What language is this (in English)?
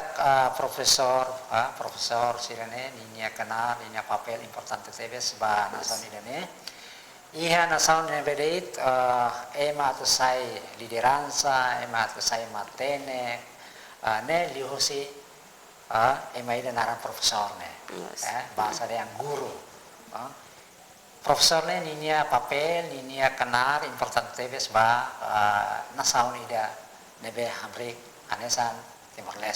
Tetum